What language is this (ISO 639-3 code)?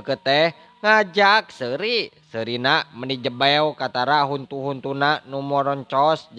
sun